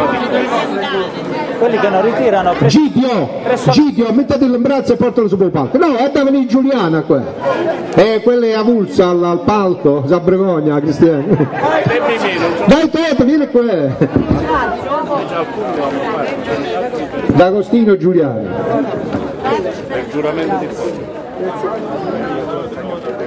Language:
Italian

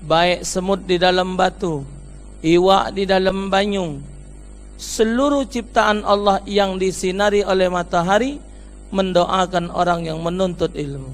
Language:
Musi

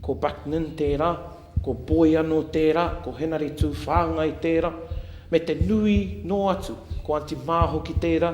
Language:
Māori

